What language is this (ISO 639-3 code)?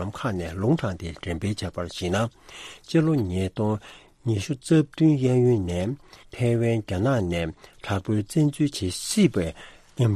bod